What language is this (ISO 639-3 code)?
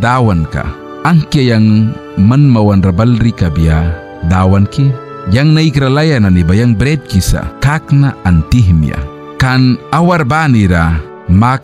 miq